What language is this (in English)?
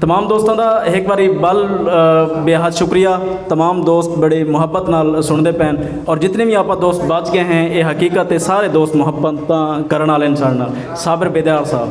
Saraiki